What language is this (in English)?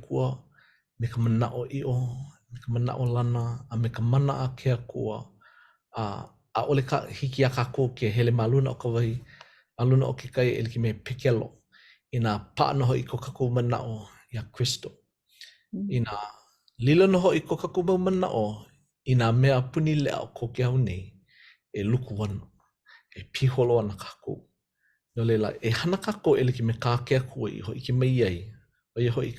Hawaiian